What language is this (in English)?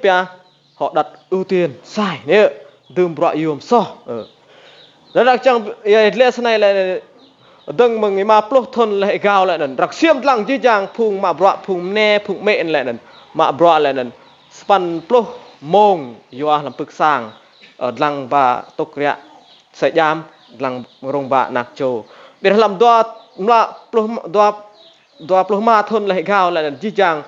Rade